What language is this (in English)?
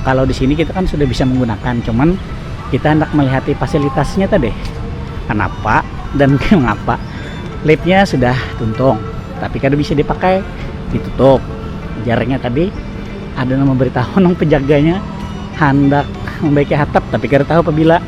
Banjar